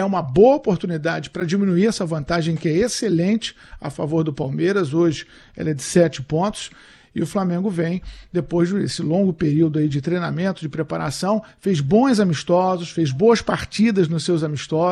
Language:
Portuguese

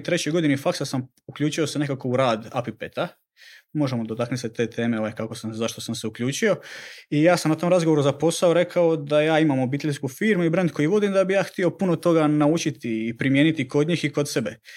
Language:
Croatian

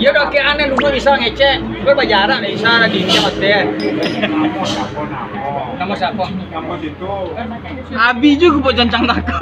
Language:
Minangkabau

